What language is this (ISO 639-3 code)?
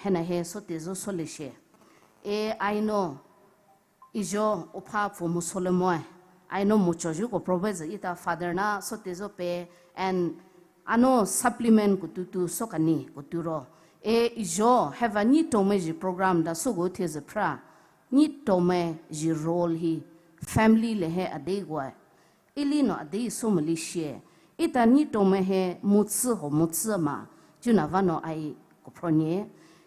pmx